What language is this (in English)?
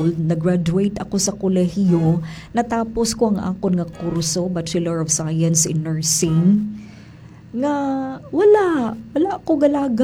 Hiligaynon